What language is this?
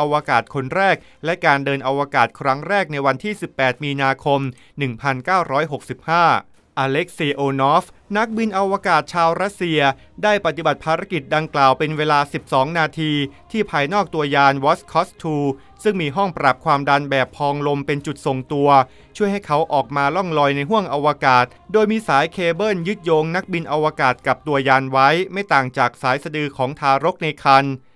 Thai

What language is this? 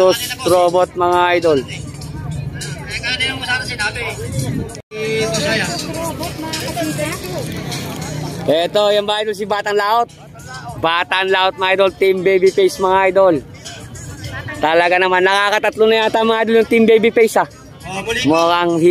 Filipino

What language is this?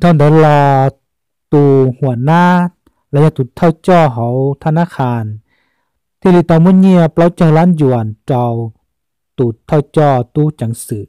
Hmong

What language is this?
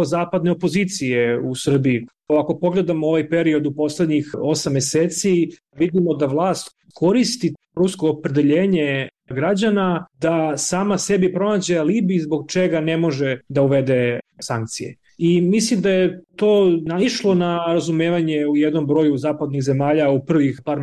Serbian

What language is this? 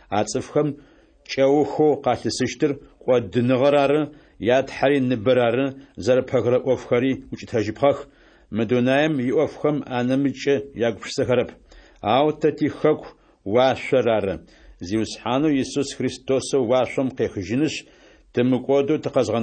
Adyghe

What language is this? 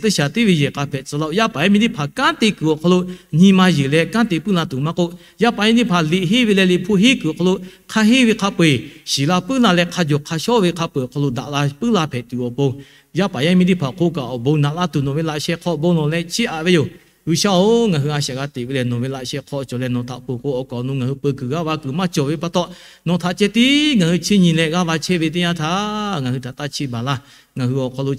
Lahu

